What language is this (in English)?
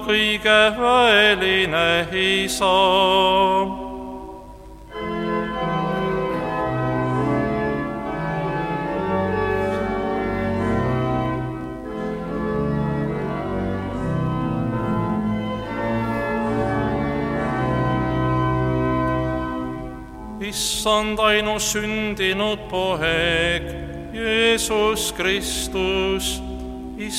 Estonian